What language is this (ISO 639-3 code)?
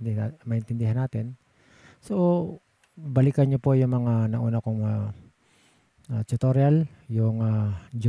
fil